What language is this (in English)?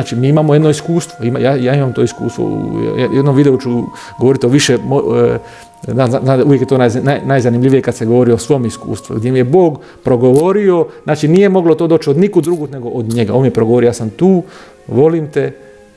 Croatian